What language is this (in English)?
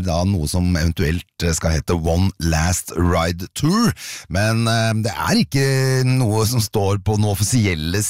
Norwegian